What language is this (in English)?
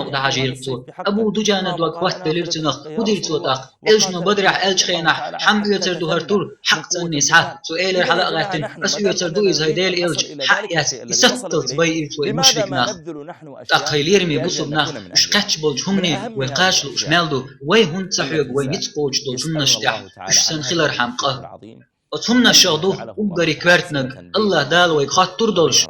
Chechen